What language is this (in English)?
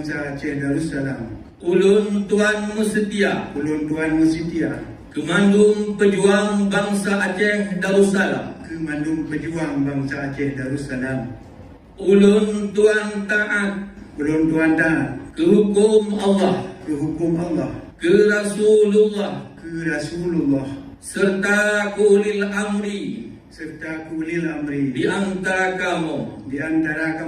Achinese